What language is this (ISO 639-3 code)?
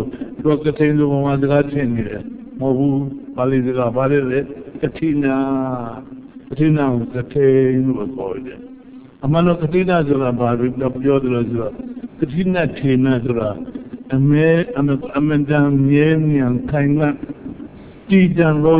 mya